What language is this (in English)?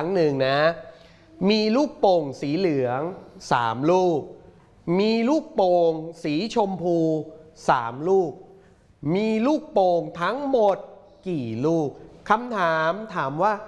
Thai